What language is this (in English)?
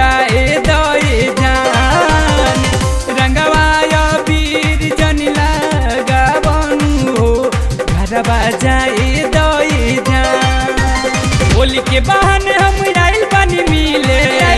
Bhojpuri